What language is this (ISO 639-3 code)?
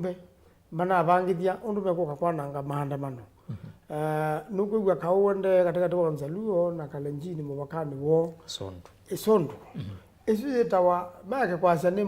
kam